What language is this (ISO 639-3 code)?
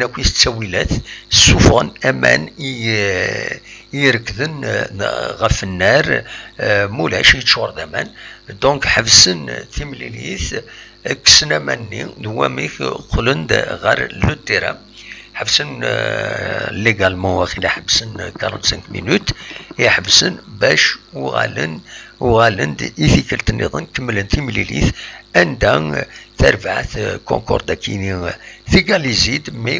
kab